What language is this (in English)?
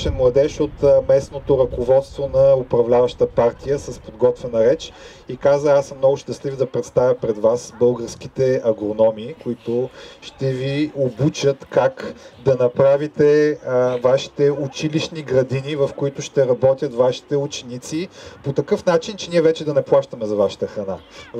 Bulgarian